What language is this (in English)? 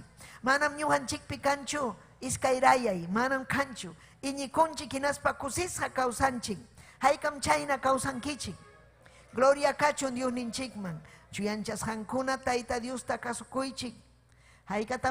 Ayacucho Quechua